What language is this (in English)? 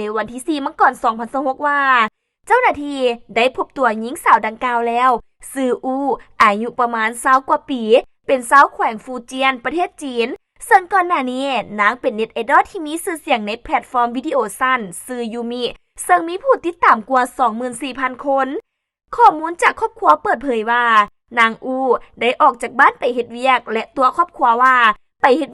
Lao